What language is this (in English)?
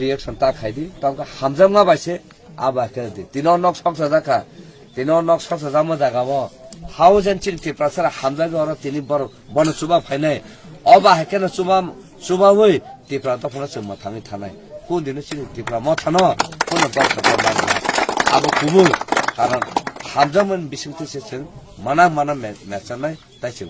Kok Borok